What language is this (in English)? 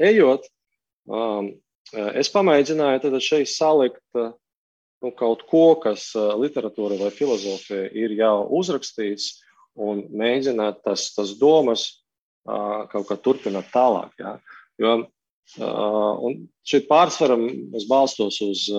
Latvian